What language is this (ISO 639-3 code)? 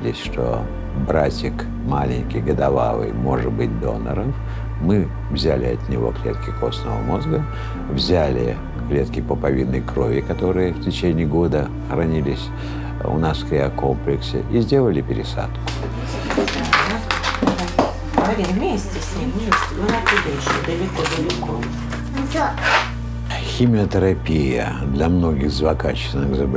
rus